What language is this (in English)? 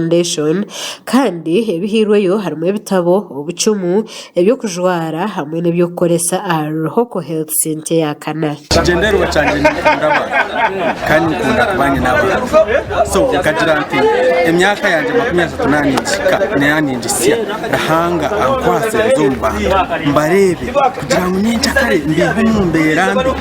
Nyankole